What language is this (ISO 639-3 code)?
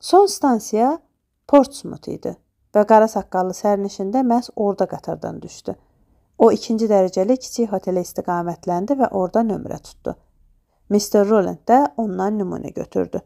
aze